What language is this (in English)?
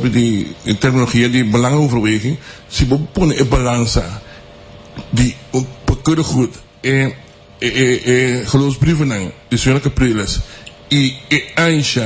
Papiamento